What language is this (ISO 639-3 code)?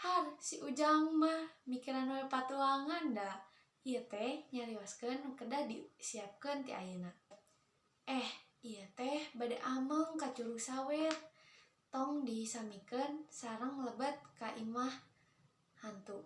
sun